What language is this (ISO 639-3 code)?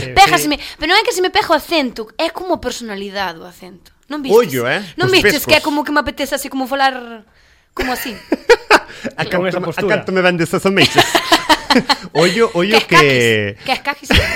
glg